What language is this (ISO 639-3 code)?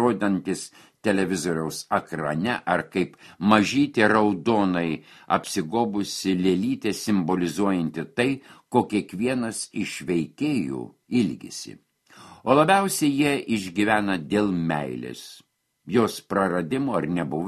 lit